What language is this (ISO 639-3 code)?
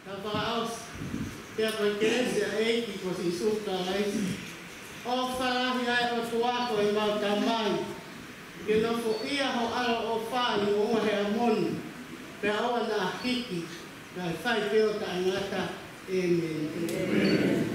ton